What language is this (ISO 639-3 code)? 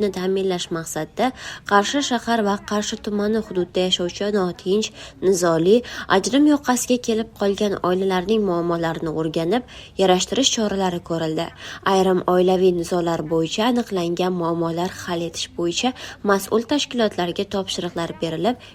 uzb